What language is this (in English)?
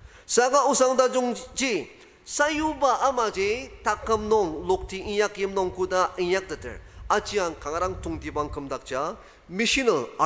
Ao Naga